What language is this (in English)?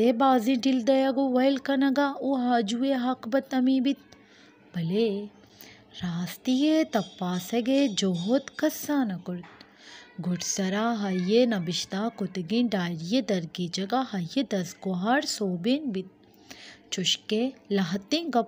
Baluchi